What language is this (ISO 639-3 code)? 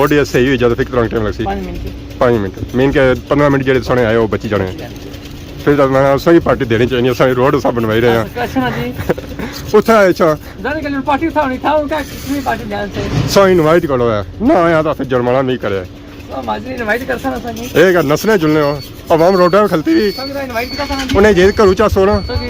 phr